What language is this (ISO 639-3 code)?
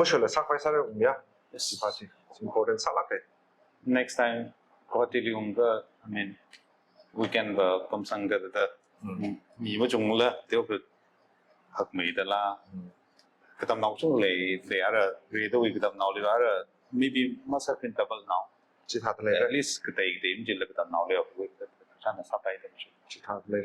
nmf